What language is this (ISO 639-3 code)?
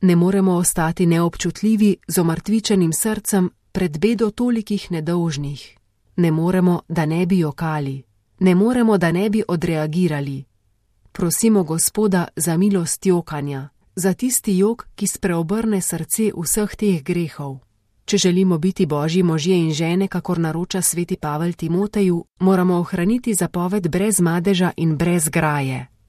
slv